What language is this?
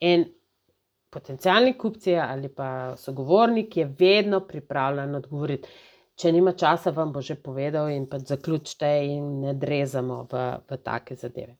Slovenian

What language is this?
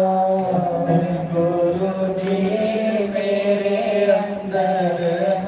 Dogri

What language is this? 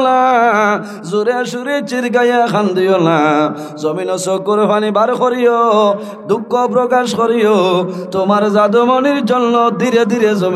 Sylheti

